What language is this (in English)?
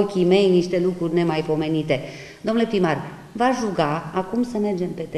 Romanian